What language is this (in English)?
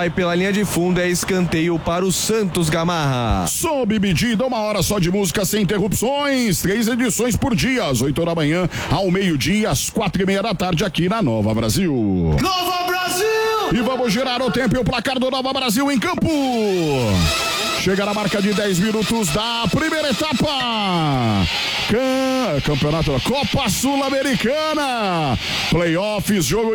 Portuguese